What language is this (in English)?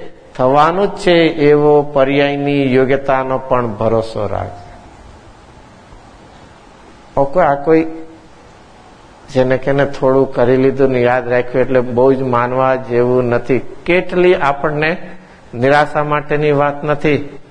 Gujarati